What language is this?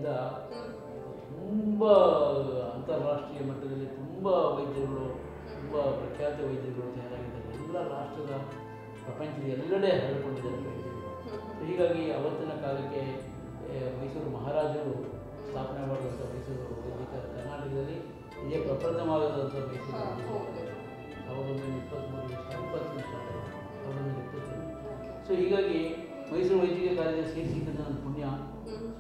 Kannada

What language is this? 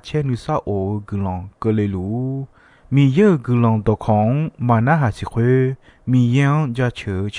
Akha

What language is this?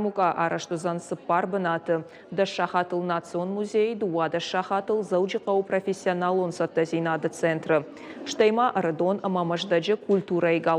Ossetic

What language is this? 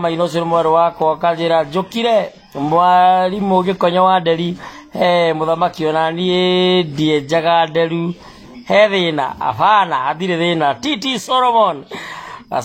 Kikuyu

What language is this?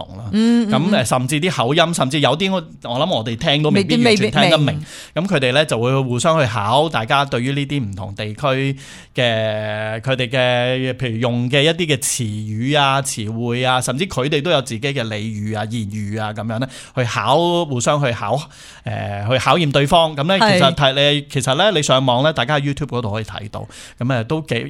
Cantonese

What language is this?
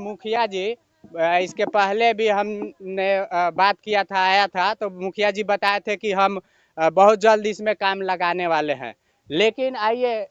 Bhojpuri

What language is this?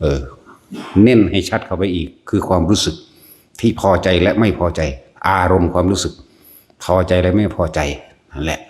Lao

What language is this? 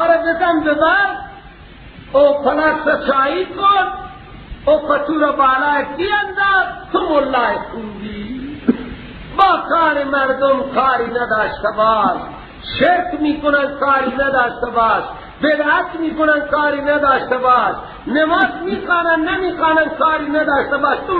Persian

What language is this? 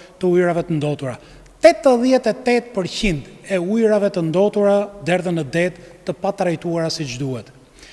Albanian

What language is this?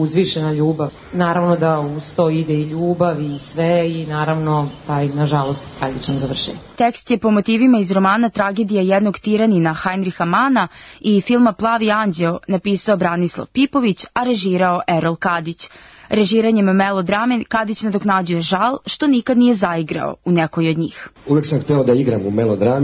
Serbian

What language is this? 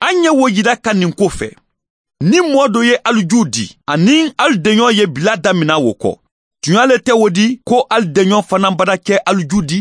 Bambara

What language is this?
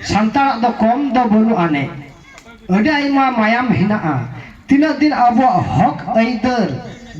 Santali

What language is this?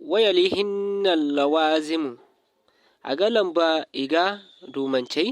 Zarma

